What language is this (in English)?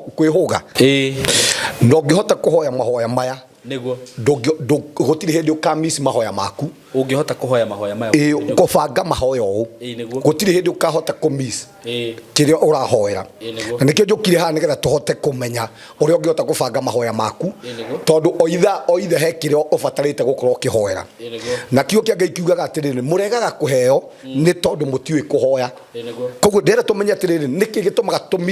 Kikuyu